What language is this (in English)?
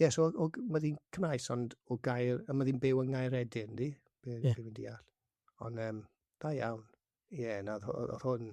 Welsh